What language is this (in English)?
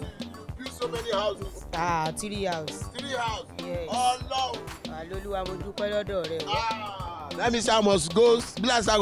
Nigerian Pidgin